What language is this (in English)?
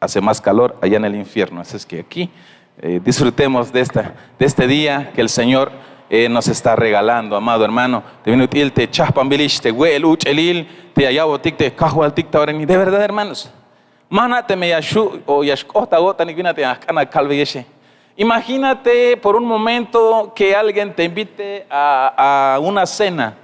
Tzeltal